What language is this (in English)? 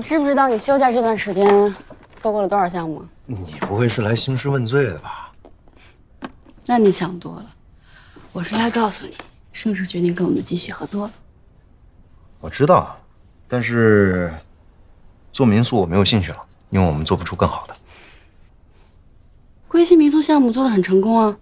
Chinese